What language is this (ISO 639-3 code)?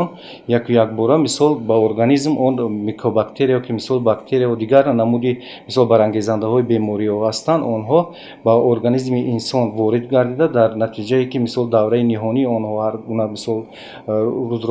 tgk